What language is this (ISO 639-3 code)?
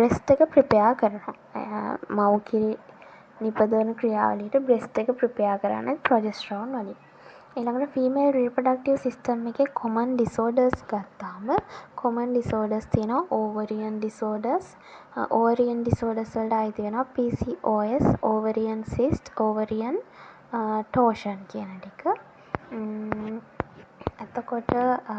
sin